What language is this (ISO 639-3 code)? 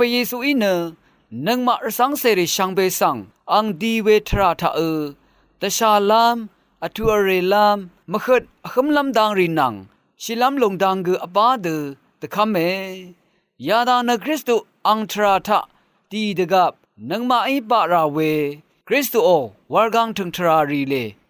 raw